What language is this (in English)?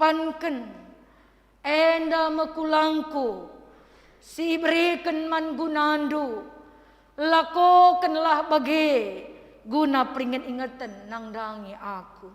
Batak Karo